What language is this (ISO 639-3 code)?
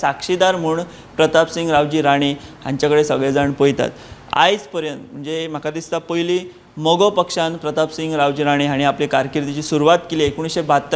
kok